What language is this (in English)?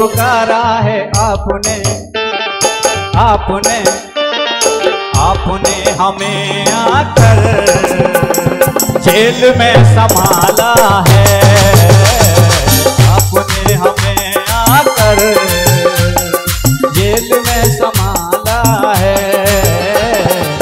Hindi